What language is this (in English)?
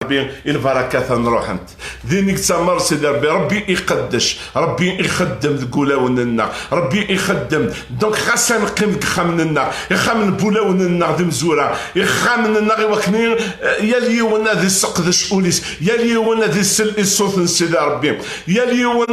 Kabyle